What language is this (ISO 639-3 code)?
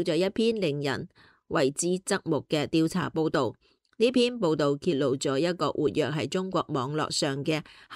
yue